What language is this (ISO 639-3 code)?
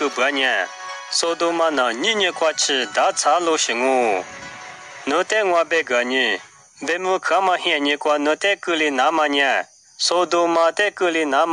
lis